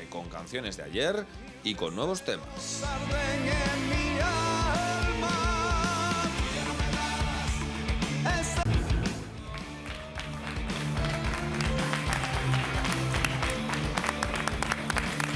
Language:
Spanish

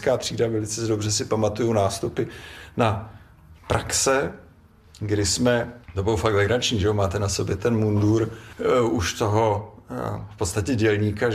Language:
Czech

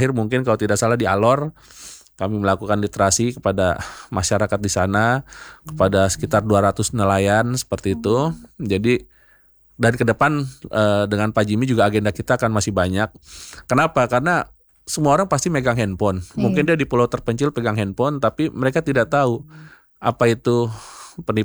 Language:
Indonesian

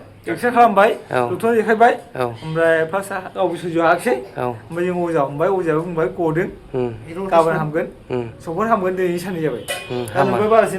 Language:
Bodo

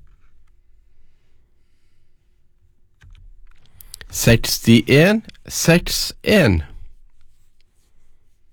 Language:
Norwegian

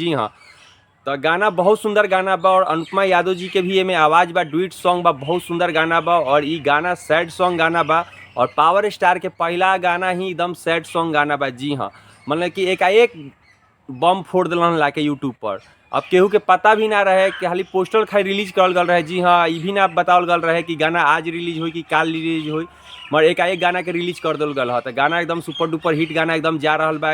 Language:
Bhojpuri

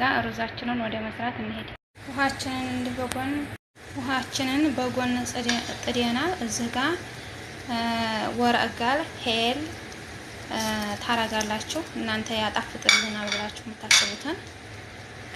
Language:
Amharic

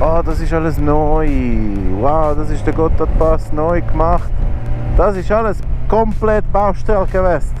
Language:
Swiss German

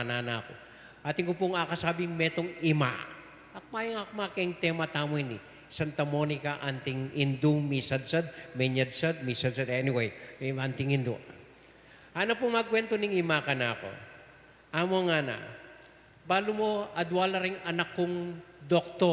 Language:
Pampanga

